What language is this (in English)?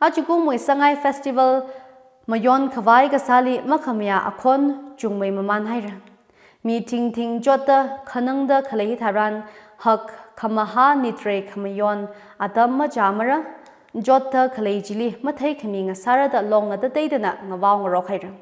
Tangkhul Naga (India)